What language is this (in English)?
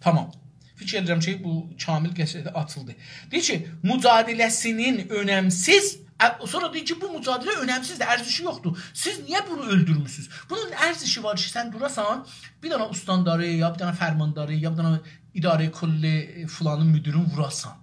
South Azerbaijani